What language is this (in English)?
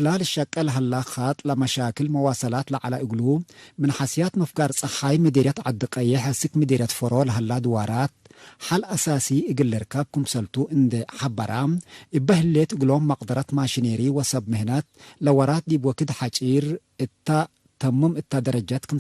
Tigre